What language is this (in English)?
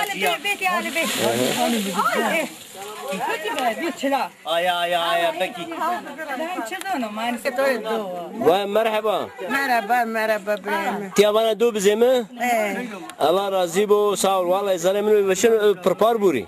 Zaza